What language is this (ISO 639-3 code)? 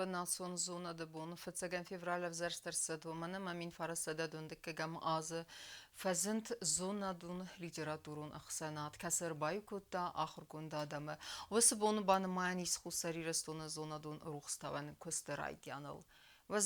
oss